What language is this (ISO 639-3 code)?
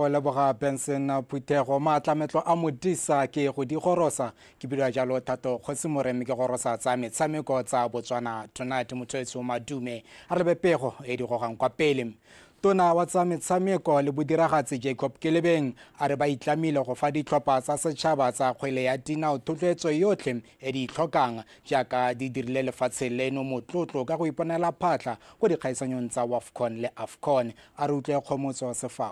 tsn